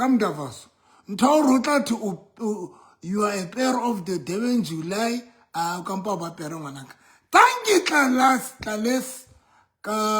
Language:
Southern Sotho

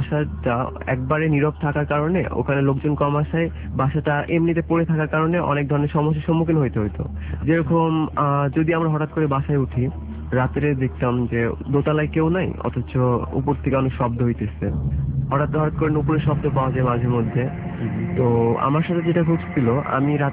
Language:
Bangla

